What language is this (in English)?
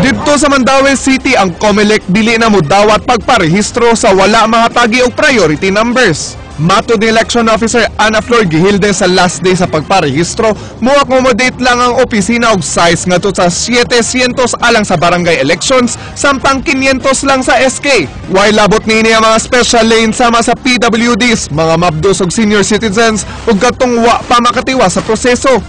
Cebuano